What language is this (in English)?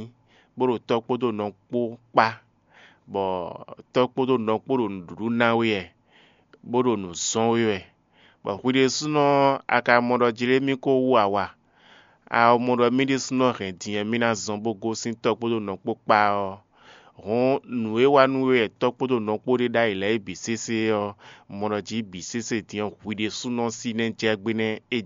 Fon